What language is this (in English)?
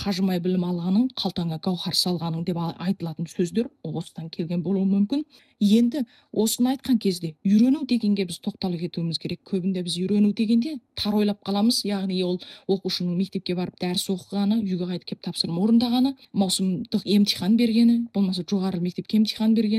Kazakh